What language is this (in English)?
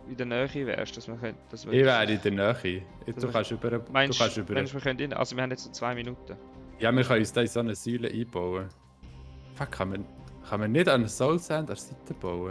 Swiss German